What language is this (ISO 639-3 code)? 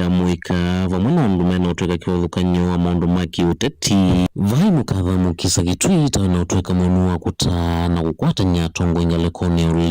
kam